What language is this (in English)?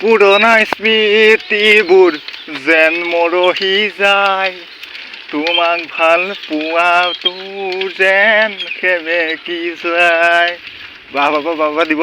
Assamese